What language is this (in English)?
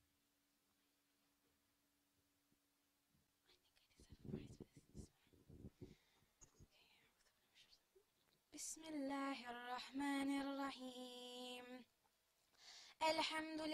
Arabic